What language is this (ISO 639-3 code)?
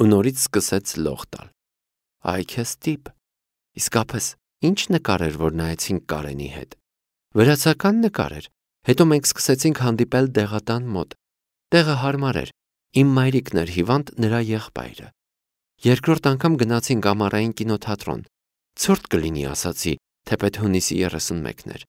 hye